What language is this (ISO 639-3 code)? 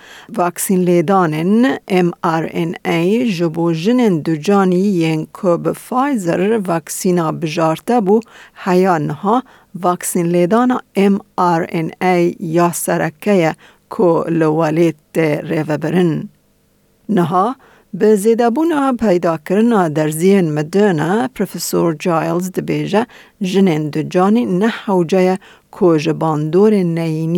kur